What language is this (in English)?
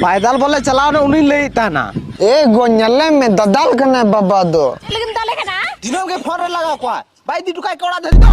Santali